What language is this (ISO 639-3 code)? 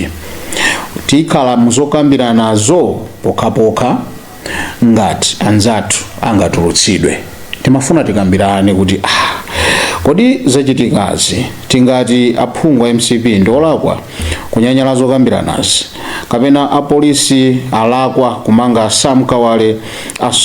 nya